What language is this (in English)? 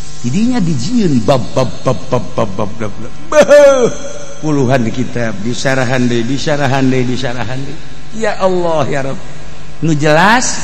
Sundanese